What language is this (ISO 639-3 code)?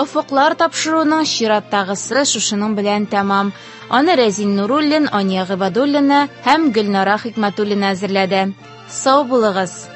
tat